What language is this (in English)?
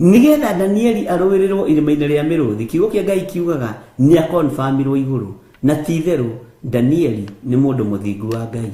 Kikuyu